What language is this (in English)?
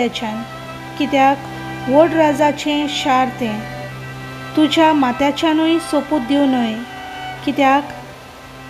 Konkani